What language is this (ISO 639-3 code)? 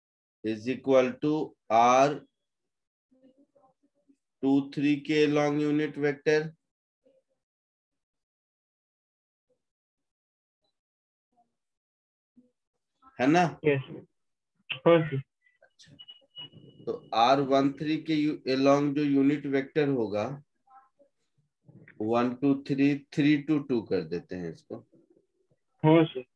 hin